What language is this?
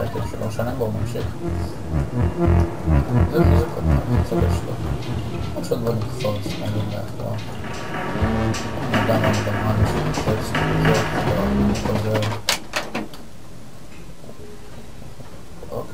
Hebrew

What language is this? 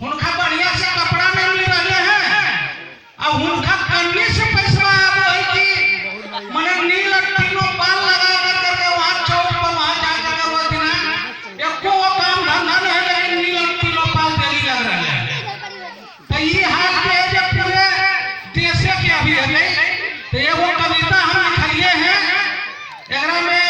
Magahi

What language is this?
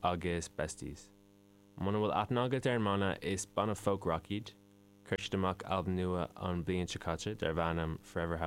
Irish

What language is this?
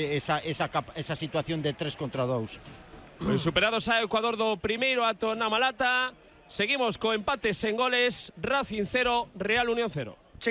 Galician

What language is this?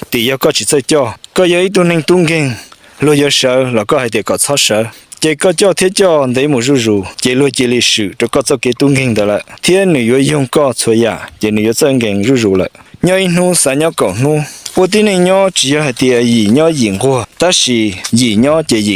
Hmong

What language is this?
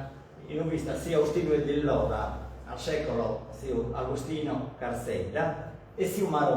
Sardinian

